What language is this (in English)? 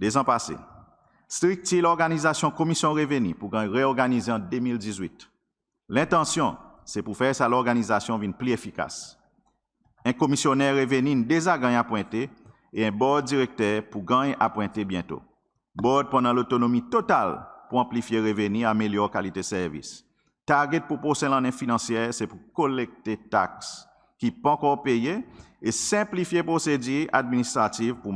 Seselwa Creole French